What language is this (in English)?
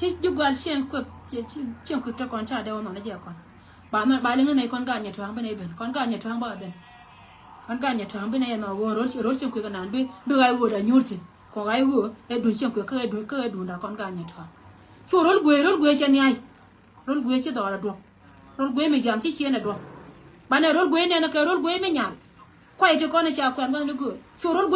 Nuer